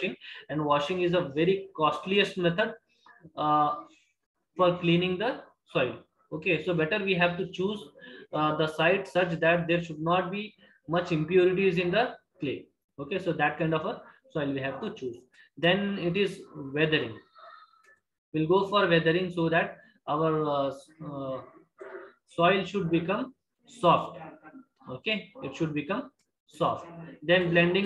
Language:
English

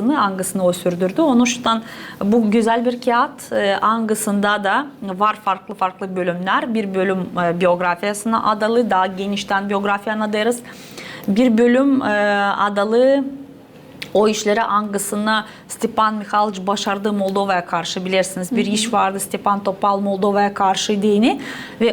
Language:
Gagauz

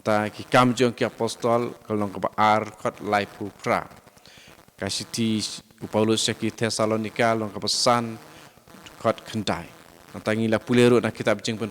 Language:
Khasi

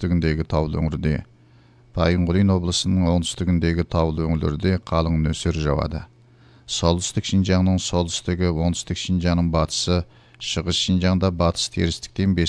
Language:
Kazakh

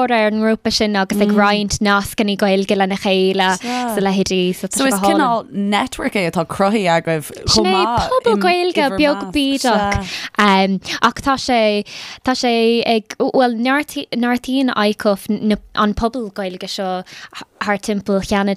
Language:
Irish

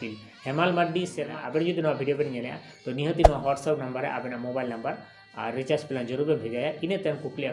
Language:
Santali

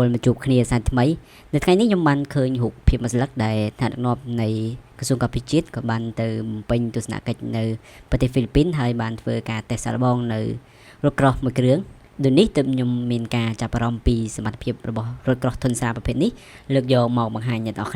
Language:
Khmer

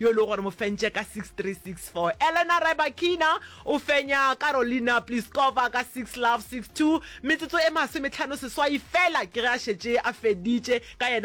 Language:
Northern Sotho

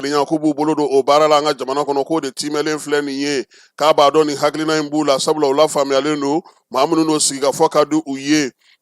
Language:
Bambara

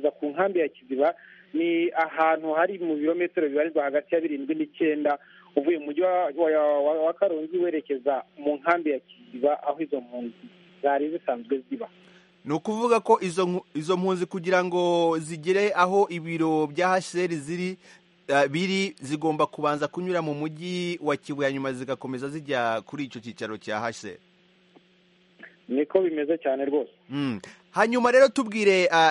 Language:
Kinyarwanda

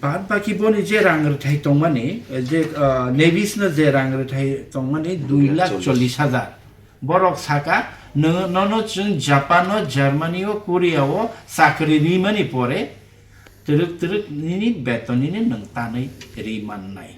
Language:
Kok Borok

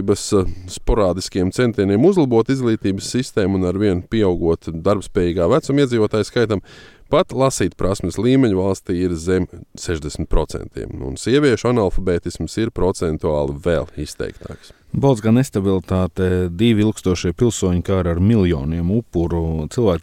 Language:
Latvian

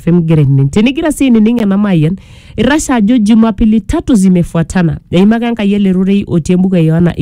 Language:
Masai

